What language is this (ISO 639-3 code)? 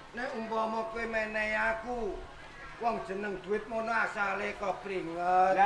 jav